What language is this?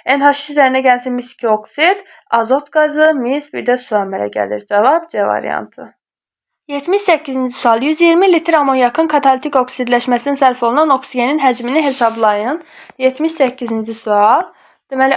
Azerbaijani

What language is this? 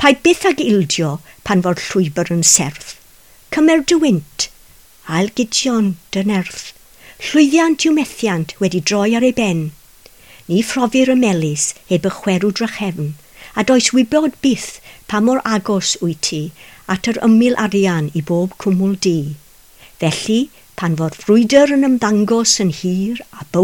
Welsh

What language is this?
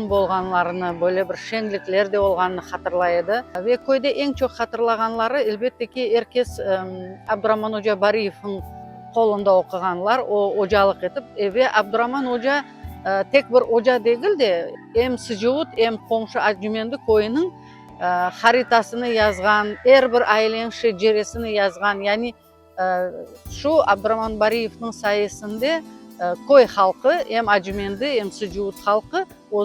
Crimean Tatar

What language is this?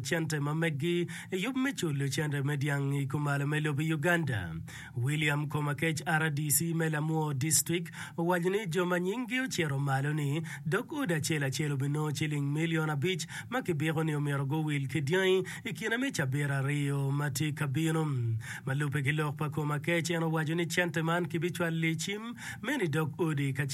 Acoli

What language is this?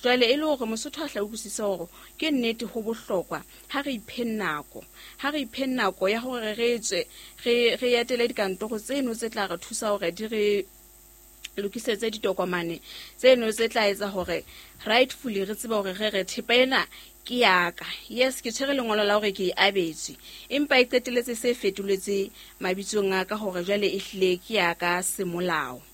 Southern Sotho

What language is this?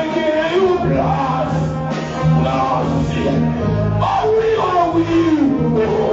Haitian Creole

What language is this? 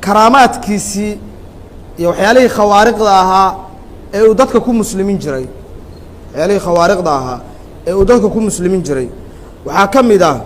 Somali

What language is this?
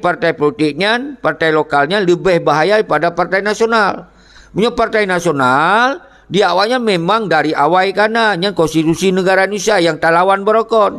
Achinese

